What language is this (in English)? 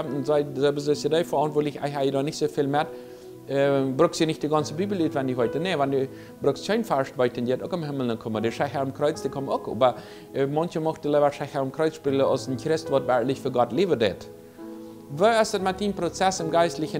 Plautdietsch